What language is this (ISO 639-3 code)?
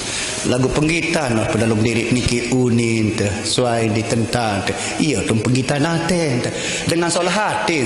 sas